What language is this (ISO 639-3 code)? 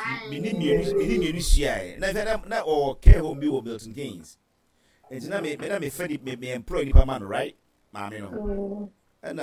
aka